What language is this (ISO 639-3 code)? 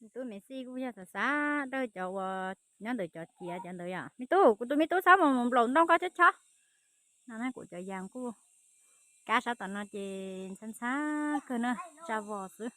hmn